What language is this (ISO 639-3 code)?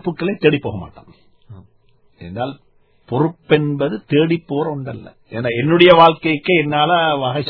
tam